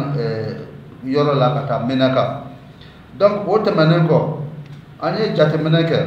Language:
Bambara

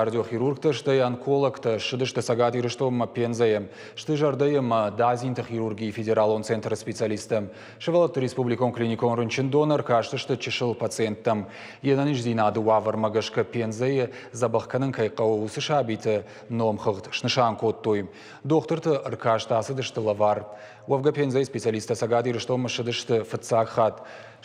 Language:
Ossetic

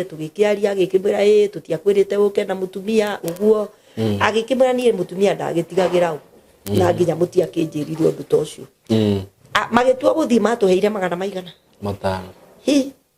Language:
Kikuyu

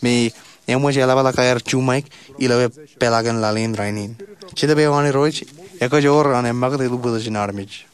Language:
Marshallese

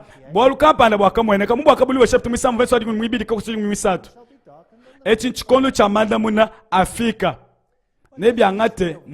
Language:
Luba-Lulua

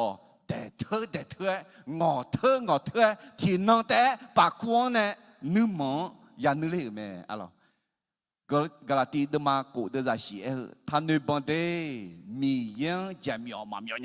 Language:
Akha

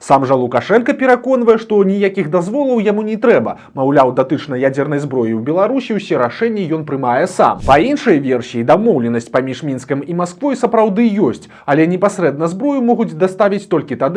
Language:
Belarusian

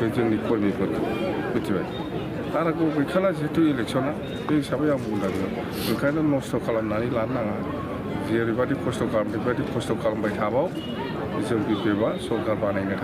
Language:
Bodo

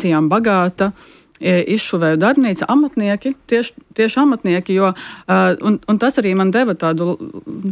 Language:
Latvian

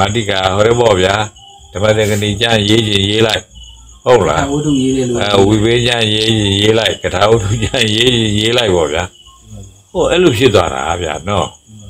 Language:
Burmese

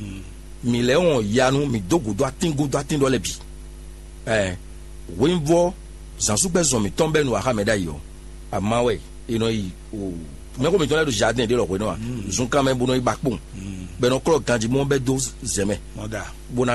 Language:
Fon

